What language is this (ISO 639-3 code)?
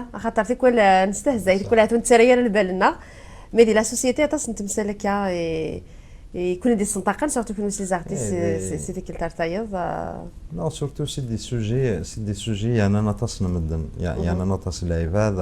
kab